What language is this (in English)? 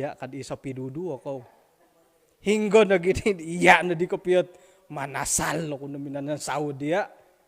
Central Dusun